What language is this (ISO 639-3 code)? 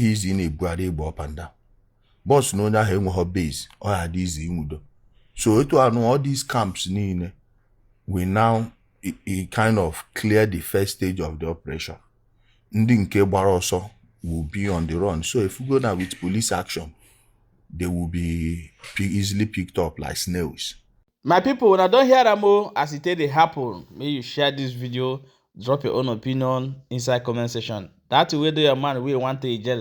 ibo